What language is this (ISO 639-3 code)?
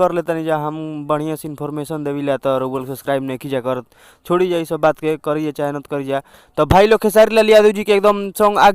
bho